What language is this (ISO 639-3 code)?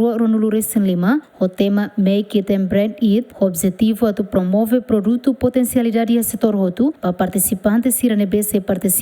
tet